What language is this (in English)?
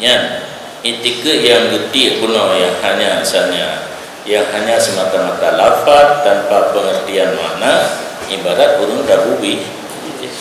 Achinese